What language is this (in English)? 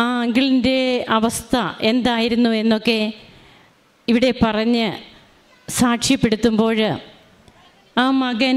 Malayalam